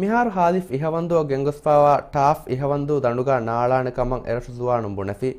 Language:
Divehi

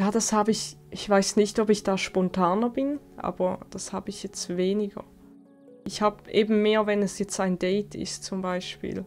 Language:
Swiss German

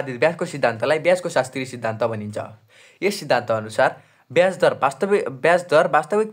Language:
Nepali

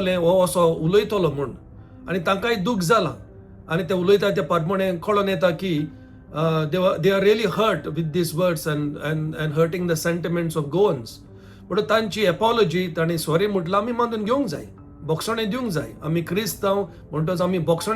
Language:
Konkani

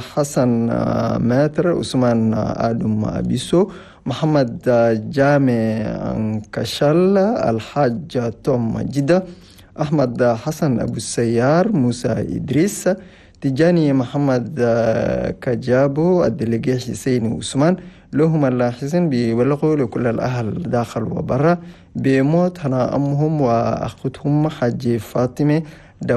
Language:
Chadian Arabic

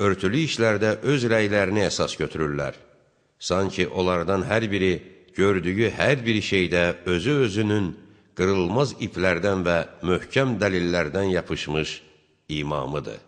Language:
Azerbaijani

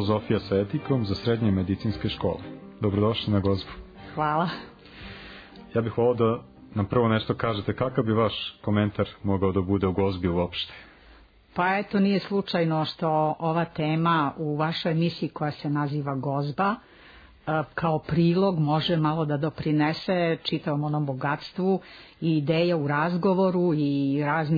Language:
Serbian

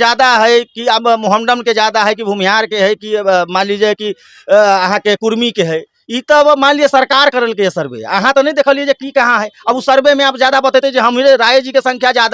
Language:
Maithili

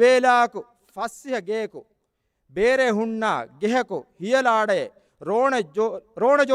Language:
Divehi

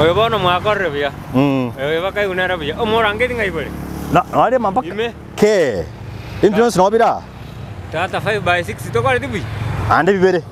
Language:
Gusii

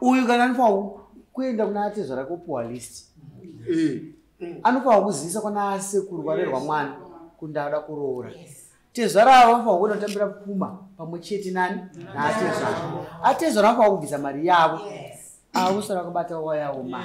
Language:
Shona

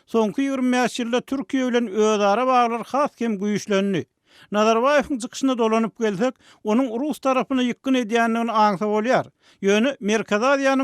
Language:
Turkmen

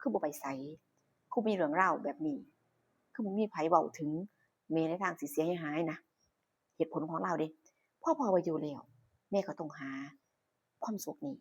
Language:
Northeastern Thai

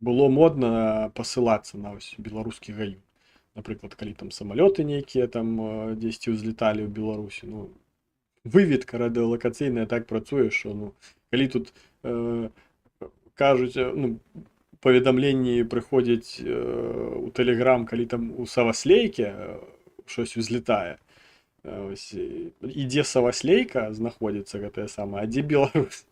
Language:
Belarusian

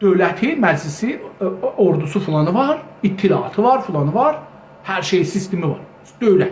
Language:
South Azerbaijani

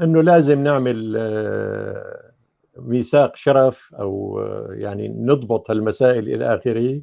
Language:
North Levantine Arabic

